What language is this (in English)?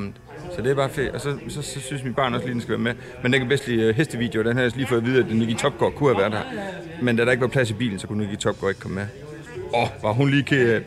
Danish